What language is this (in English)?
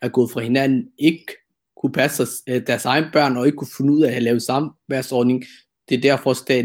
Danish